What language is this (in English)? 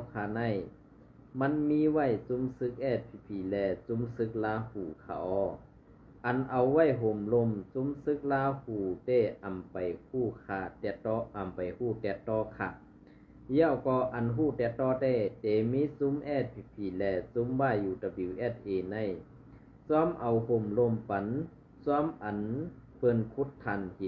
Shan